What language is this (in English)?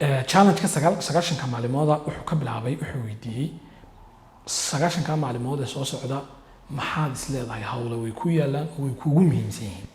Somali